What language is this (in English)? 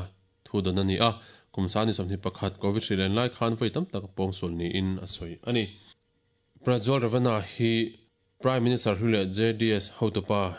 Mizo